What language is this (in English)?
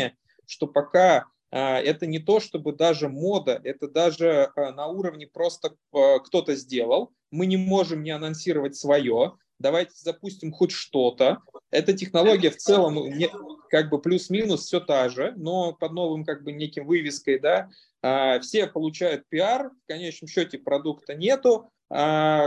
Russian